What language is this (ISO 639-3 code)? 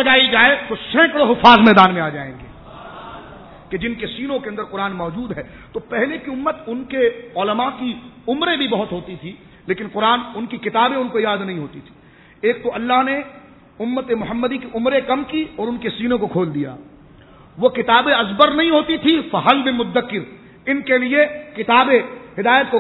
urd